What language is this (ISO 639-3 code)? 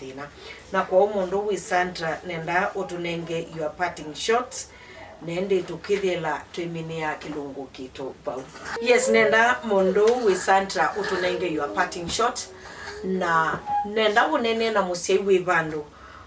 kam